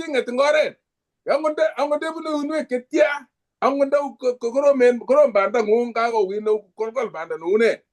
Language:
Kalenjin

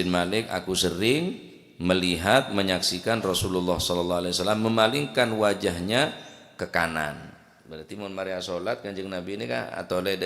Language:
Madurese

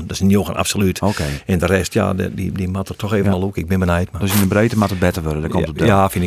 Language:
Western Frisian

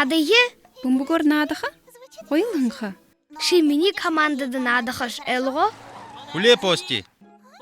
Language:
Buriat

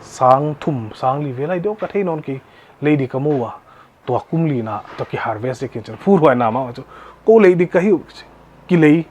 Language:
Paite Chin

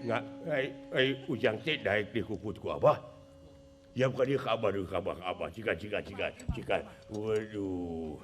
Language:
Sundanese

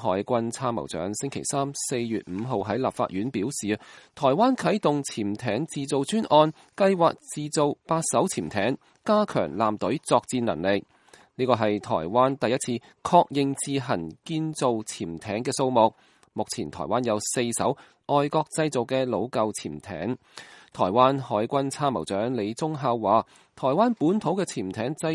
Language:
Cantonese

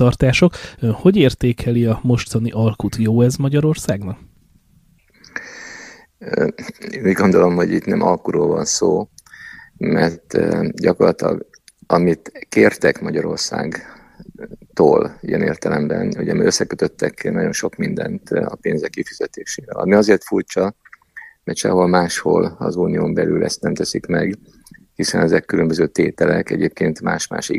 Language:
Hungarian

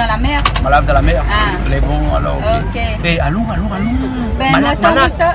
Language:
Réunion Creole French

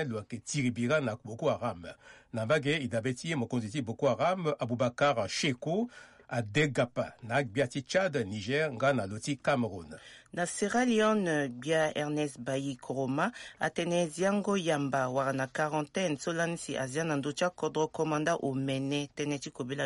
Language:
Sango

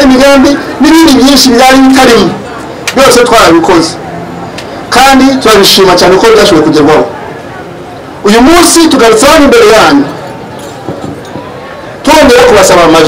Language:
Kinyarwanda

